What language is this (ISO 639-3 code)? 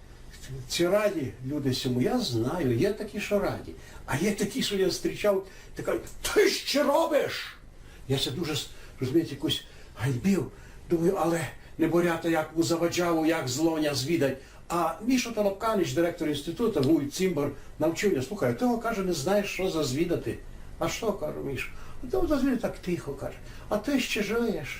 rue